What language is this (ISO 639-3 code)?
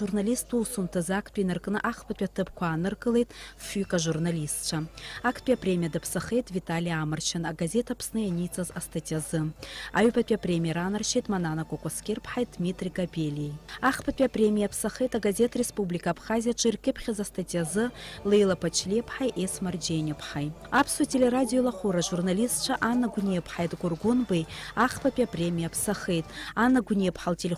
abk